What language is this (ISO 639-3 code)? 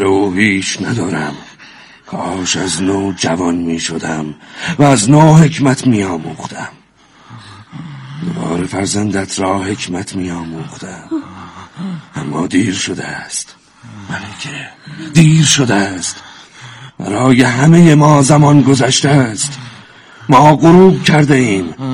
fas